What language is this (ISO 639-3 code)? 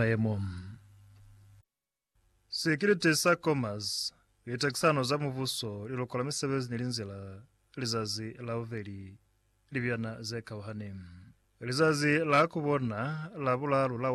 loz